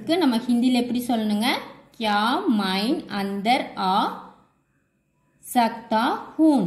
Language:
Tamil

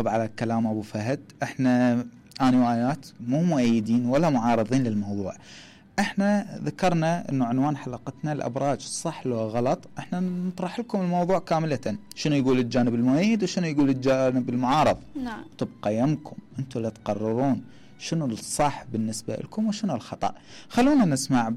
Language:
Mesopotamian Arabic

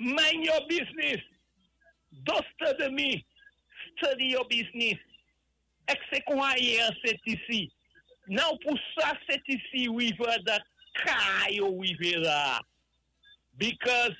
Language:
Saint Lucian Creole French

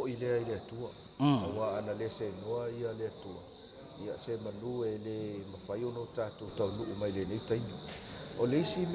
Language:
Samoan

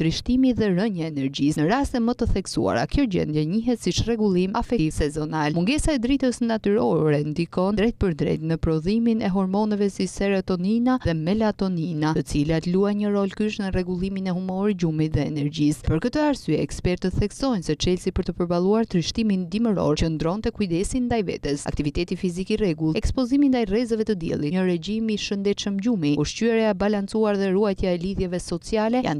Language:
Albanian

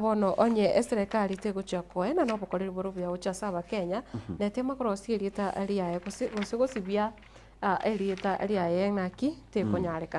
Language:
Gusii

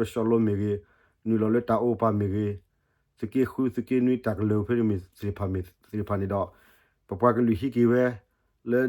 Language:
S'gaw Karen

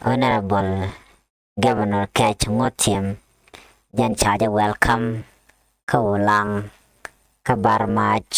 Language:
Nuer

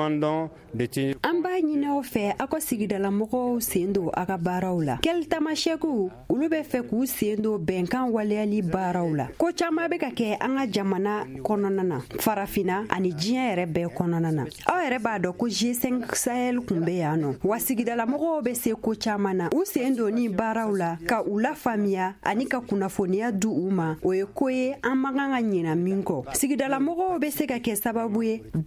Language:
Bambara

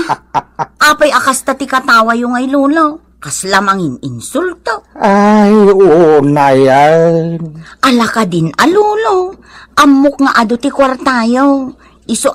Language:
Iloko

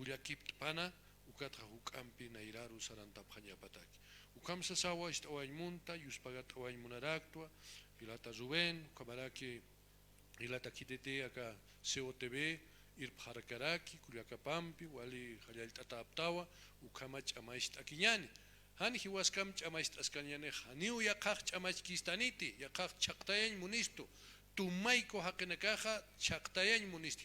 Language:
Aymara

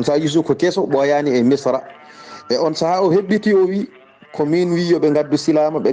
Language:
Fula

